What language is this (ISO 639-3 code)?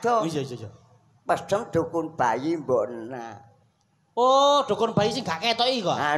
jav